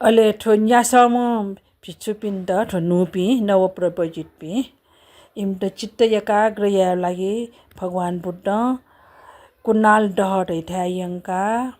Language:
Newari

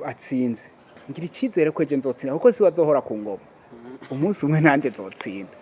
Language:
Rundi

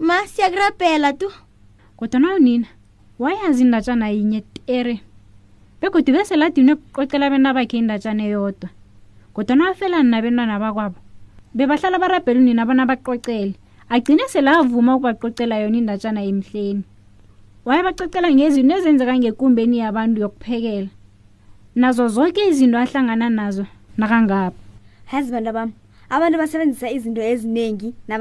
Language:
South Ndebele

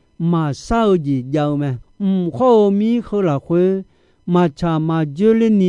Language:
Akha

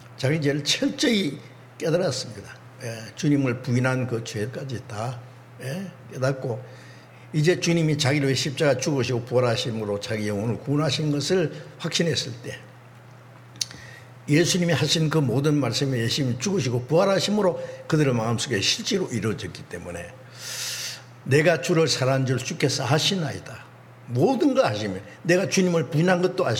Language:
Korean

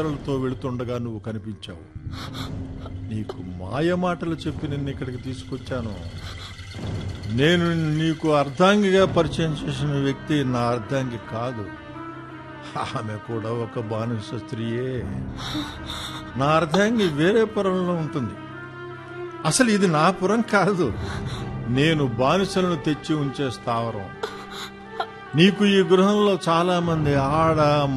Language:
Telugu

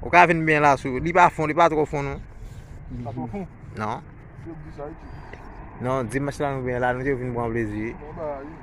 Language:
Haitian Creole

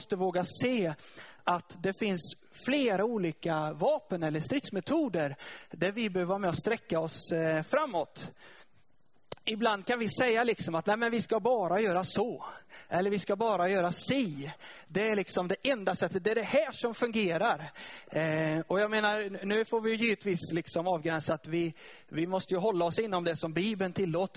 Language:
Swedish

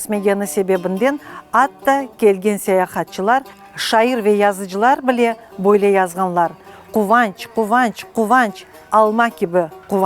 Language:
Crimean Tatar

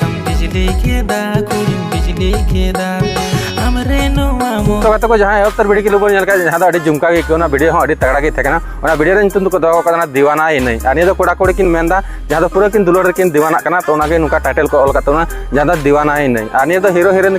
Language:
Santali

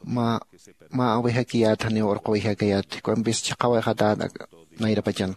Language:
Aymara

